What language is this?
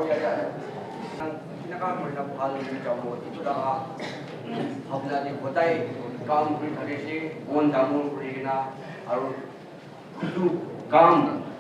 Naga Pidgin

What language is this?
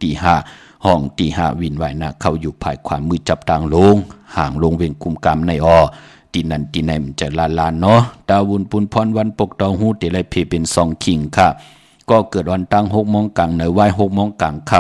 Shan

